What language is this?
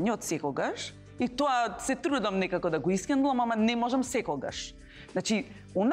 Macedonian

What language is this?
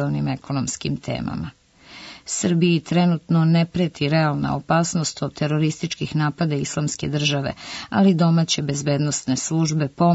Serbian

